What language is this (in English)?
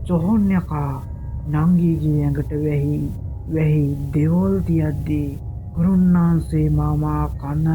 Sinhala